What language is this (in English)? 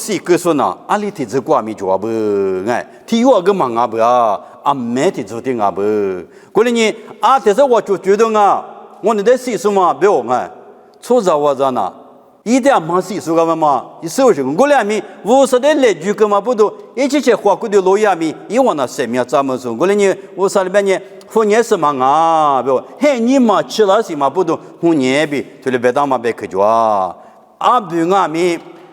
Lisu